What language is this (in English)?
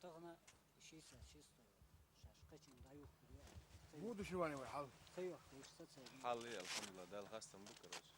Chechen